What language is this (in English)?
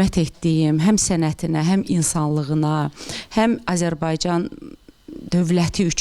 Azerbaijani